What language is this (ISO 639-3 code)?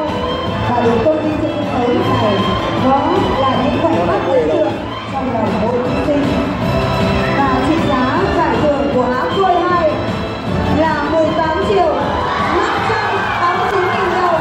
vie